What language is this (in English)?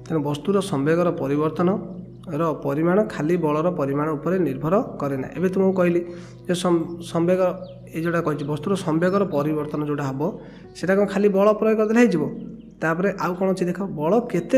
Odia